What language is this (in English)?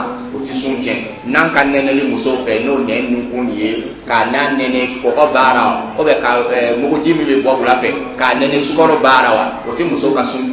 Dyula